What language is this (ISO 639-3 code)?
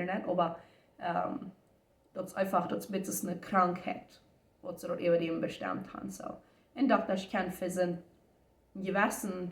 pdt